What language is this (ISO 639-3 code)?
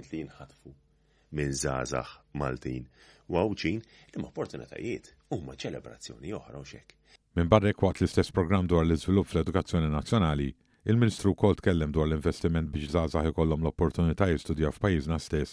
mlt